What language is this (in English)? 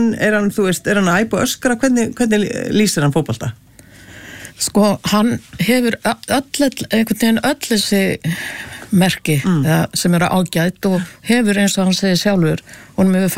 Icelandic